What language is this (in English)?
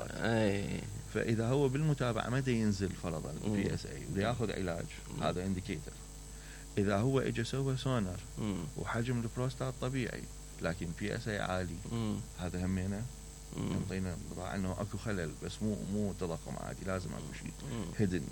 Mesopotamian Arabic